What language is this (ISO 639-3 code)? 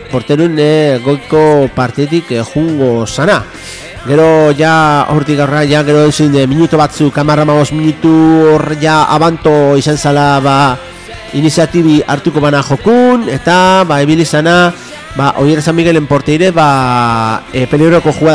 eus